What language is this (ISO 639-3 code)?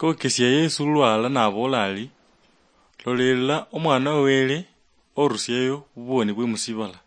luy